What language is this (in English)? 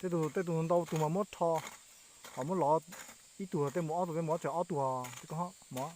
Hmong